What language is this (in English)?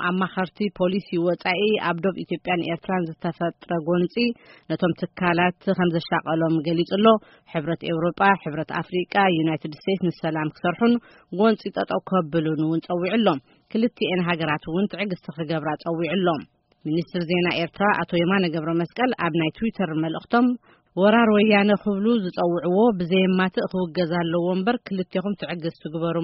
Tigrinya